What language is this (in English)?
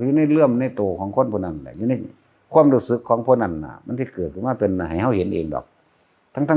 Northeastern Thai